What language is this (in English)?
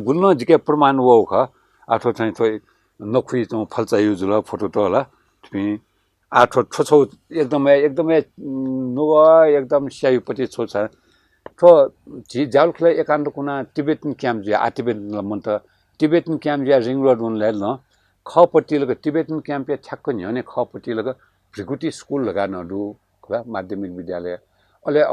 Newari